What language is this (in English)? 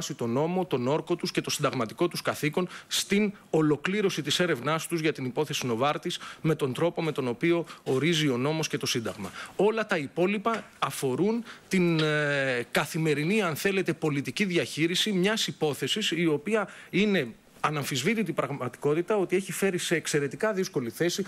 Greek